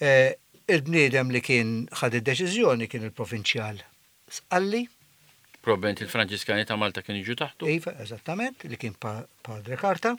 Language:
Maltese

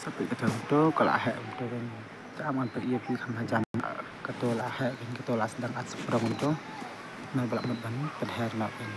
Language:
Khasi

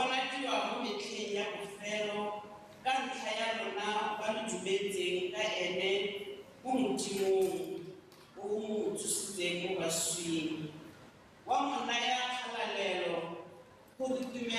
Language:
Tswana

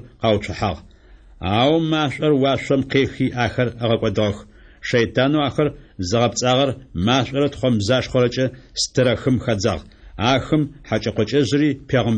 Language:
Adyghe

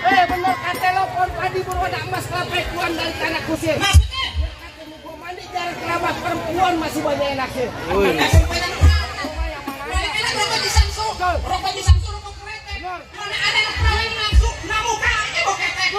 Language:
Betawi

